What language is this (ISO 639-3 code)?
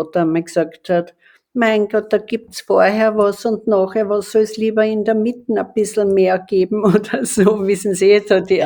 deu